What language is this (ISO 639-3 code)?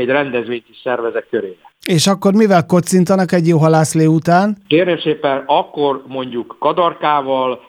hun